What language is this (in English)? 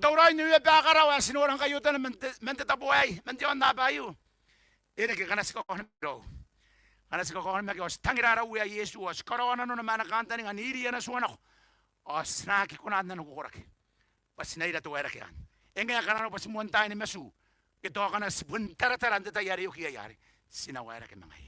Gilbertese